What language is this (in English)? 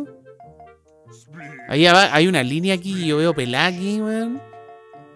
Spanish